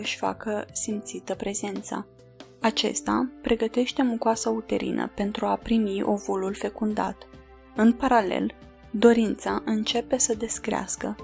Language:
Romanian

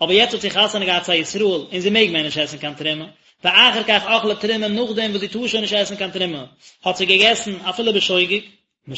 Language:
Yiddish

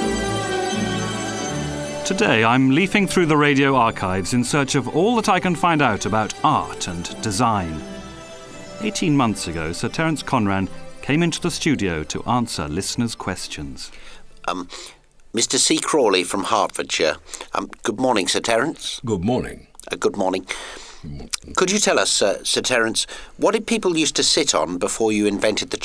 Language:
English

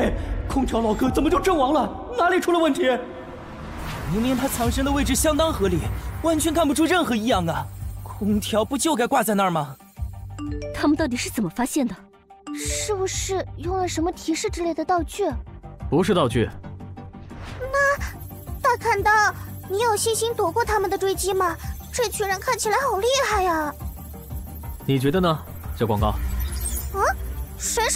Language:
Chinese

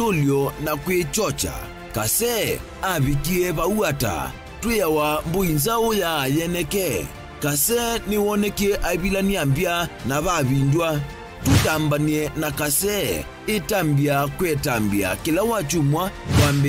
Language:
Kamba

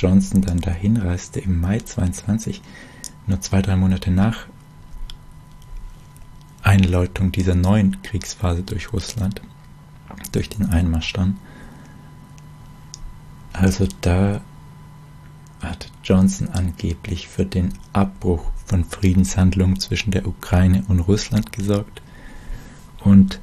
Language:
German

